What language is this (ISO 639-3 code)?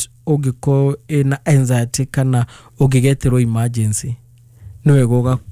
kik